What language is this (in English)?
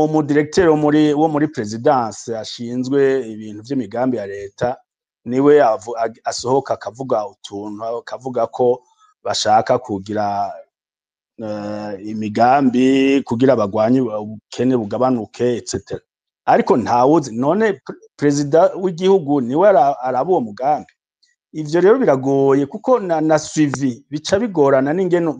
Rundi